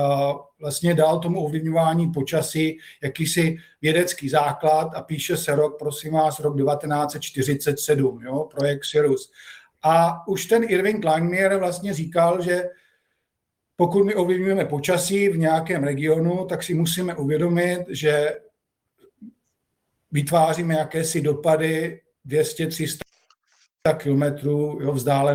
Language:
Czech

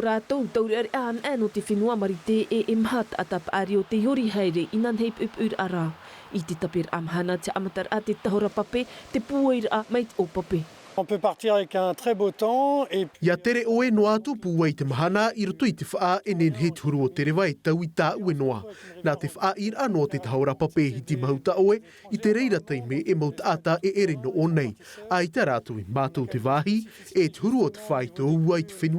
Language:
Tahitian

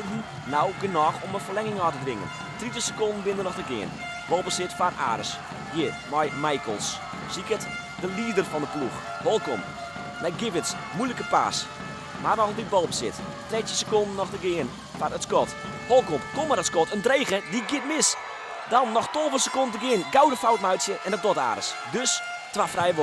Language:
Western Frisian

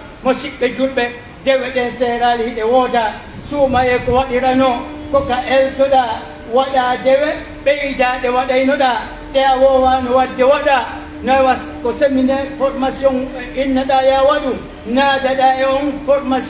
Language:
Pular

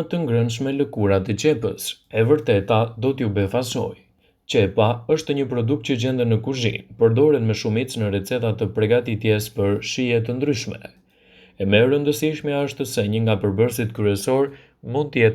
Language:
Albanian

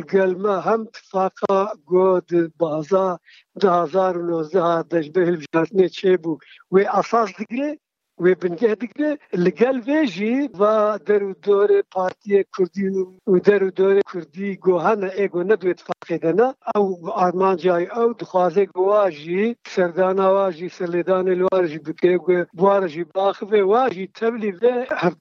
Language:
Kurdish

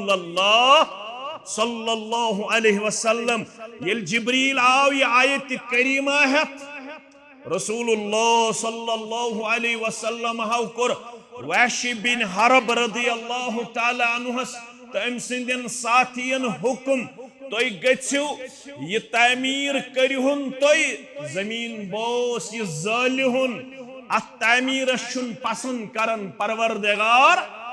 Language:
Kashmiri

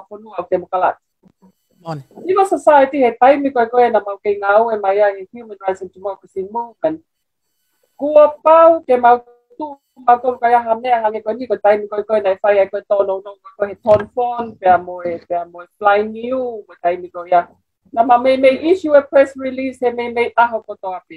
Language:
Tongan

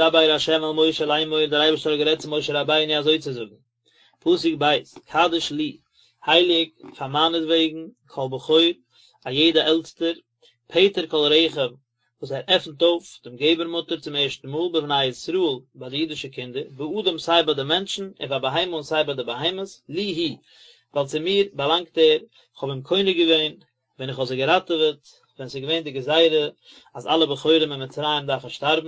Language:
Yiddish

